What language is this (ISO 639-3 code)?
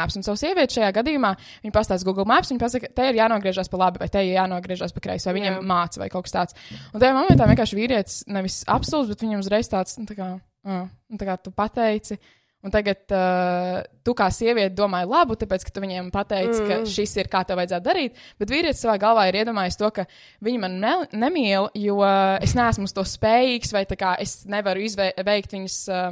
lav